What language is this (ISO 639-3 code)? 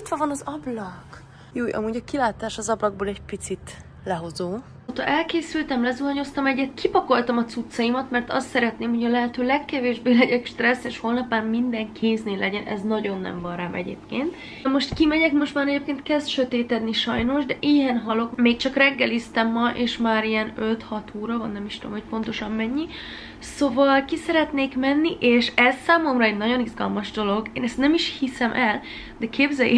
hun